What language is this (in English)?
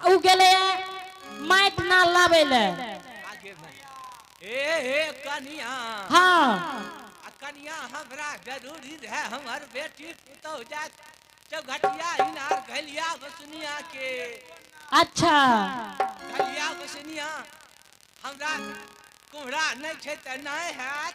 Angika